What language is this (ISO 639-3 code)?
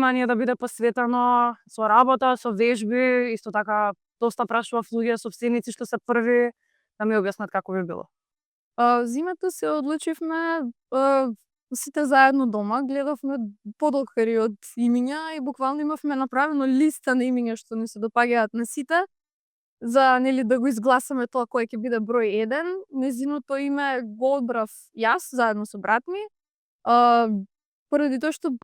mkd